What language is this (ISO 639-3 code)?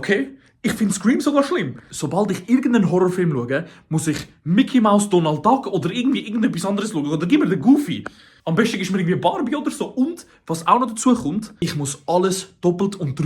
gsw